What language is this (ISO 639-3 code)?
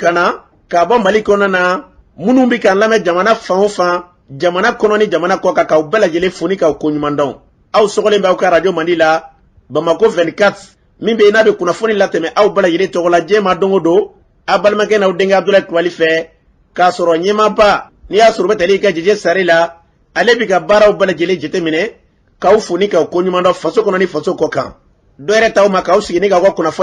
bam